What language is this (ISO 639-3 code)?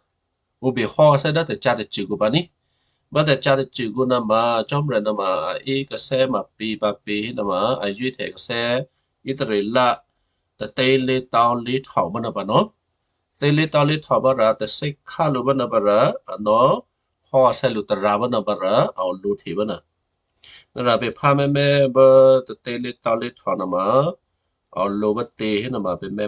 kyu